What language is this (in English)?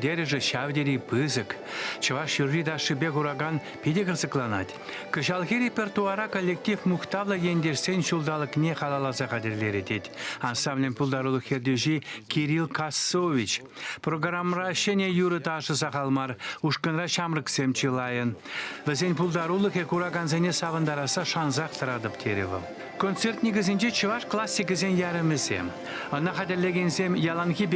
Chuvash